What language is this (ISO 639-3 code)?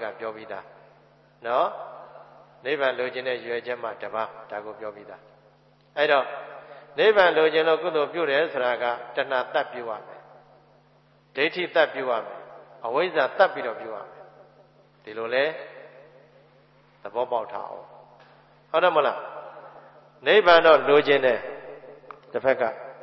mya